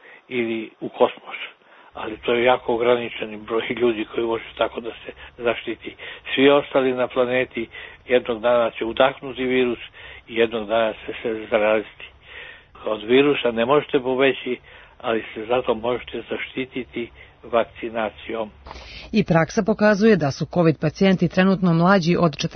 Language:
Serbian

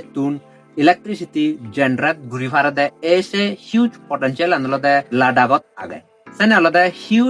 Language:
Chakma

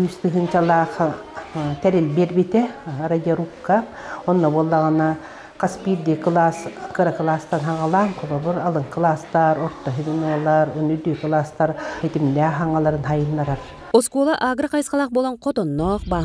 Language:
Yakut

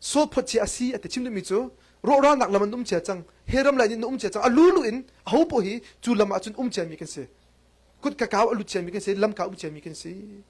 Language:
Hakha Chin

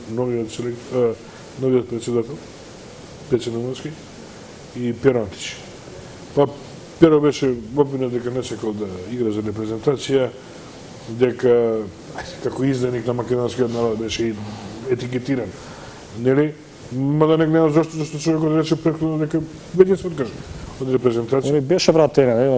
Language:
Macedonian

